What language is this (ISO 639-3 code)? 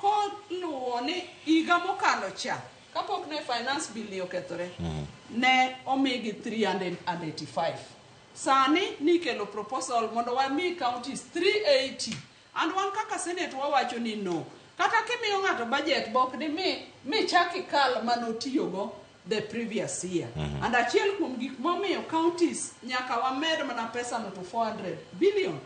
luo